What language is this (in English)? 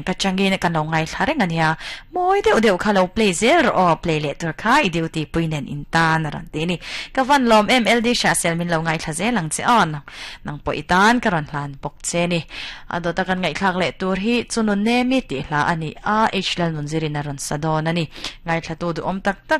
Mizo